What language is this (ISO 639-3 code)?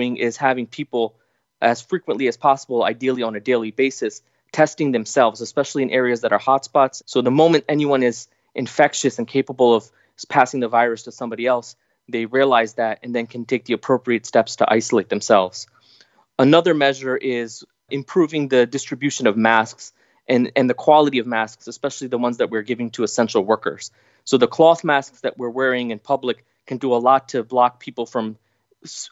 eng